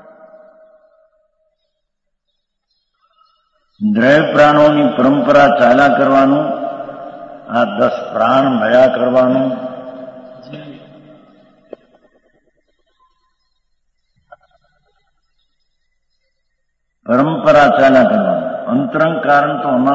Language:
Gujarati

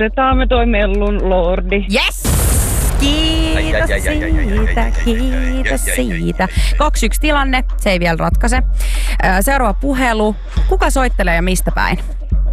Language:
Finnish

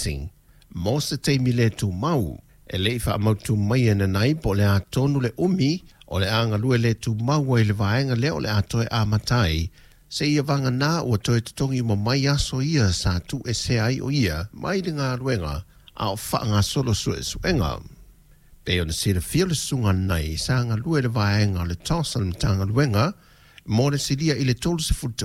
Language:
Samoan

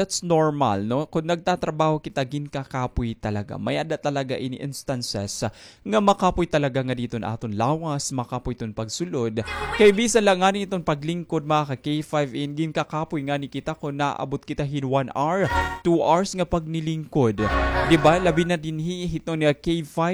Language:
Waray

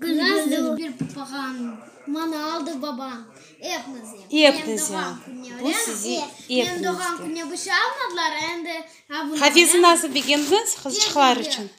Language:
Crimean Tatar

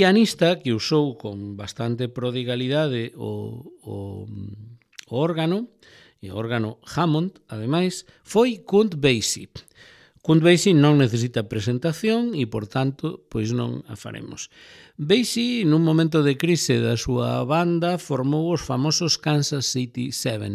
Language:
Galician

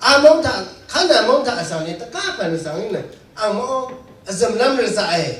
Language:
Rawang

